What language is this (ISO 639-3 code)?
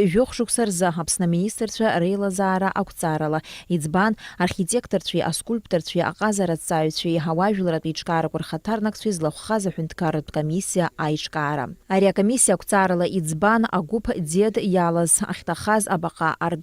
abk